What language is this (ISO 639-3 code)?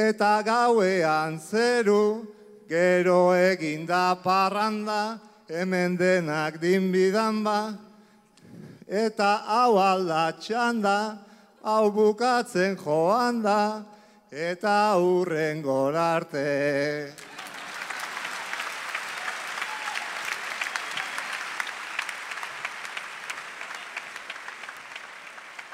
eus